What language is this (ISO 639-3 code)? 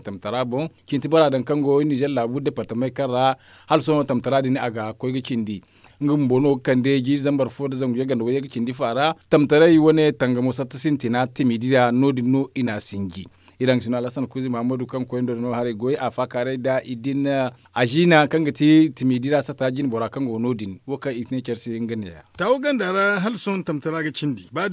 dje